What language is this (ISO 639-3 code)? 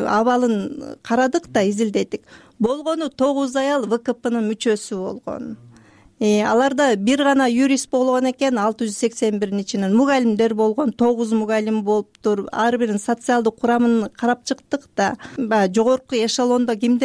kir